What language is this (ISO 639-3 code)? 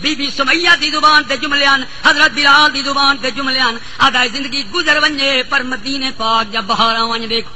skr